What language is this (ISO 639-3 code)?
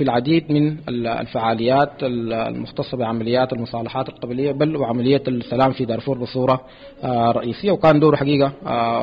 apd